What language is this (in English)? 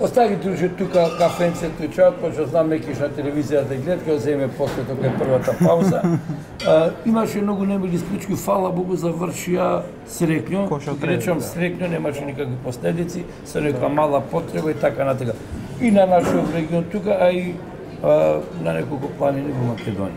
Macedonian